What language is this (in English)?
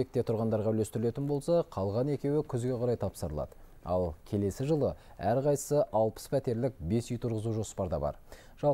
Kazakh